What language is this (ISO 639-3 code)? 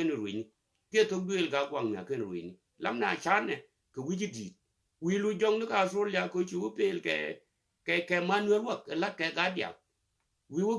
nus